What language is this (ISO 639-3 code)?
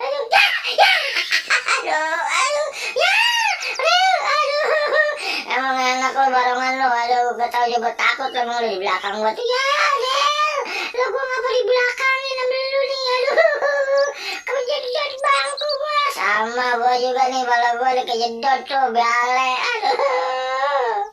bew